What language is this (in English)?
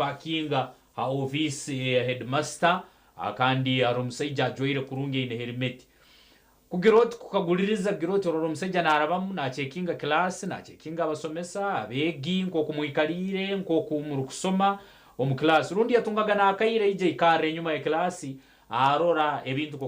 Nyankole